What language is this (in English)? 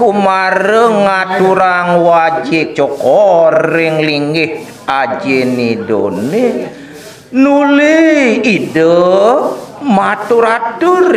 Balinese